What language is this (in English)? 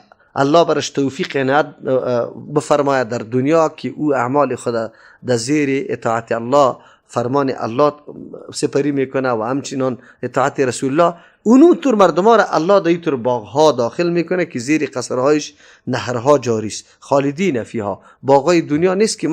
Persian